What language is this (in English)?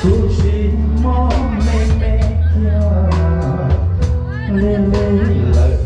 Hmong